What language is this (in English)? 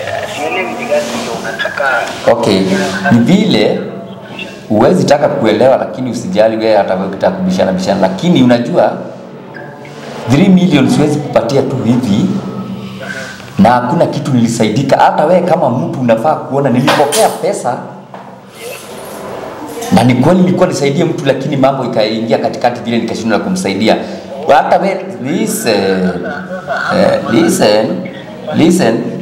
Swahili